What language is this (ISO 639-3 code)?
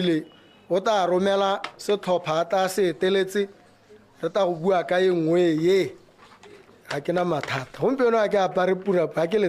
tsn